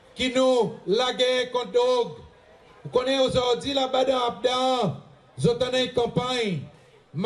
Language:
Seselwa Creole French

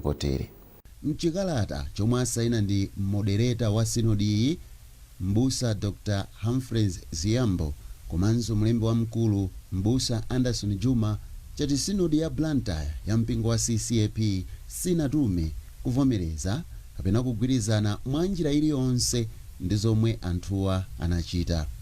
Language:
Nyanja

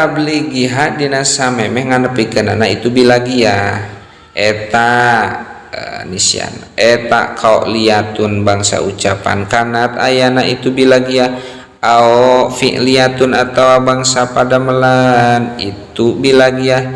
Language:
Sundanese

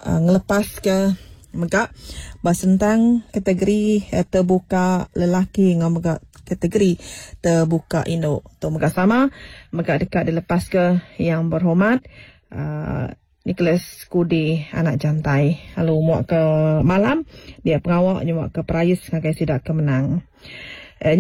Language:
Iban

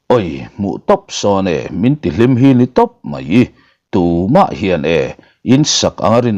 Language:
Mizo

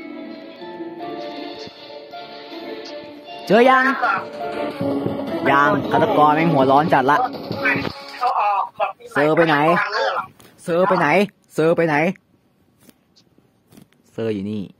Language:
Thai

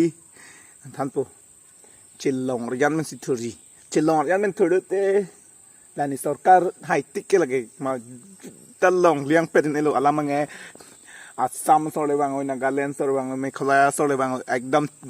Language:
Karbi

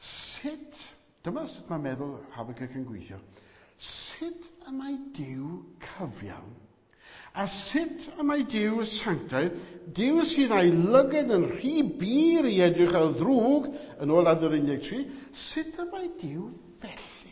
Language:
Welsh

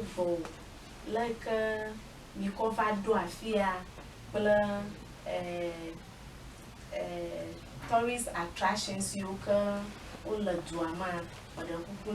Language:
Ewe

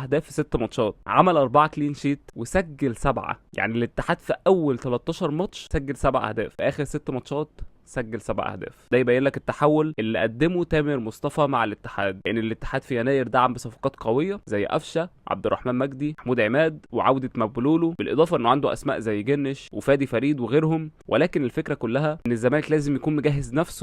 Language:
Egyptian Arabic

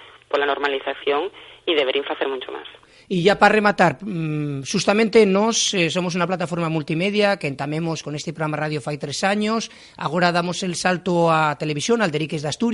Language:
Asturian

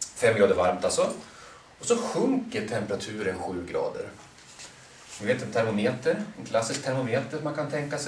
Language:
Swedish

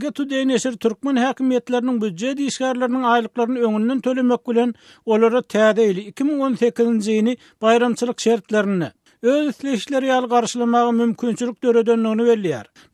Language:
Turkmen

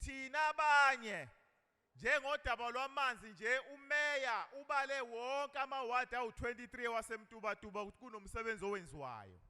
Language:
Zulu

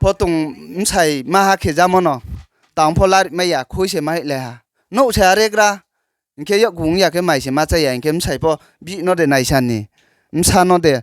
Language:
Riang (India)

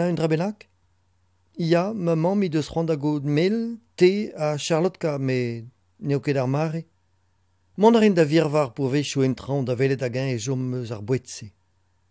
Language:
Breton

